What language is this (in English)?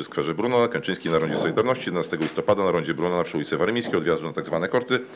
Polish